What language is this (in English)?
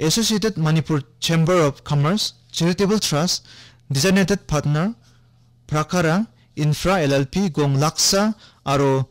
Garo